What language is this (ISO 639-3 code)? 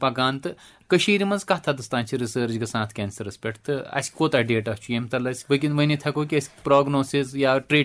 kas